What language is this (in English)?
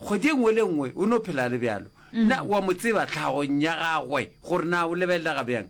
Northern Sotho